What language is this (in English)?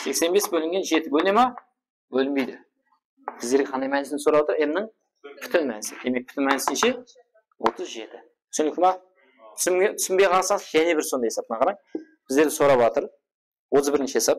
Kara-Kalpak